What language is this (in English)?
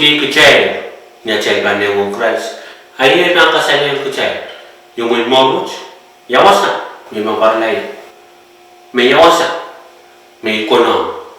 Pohnpeian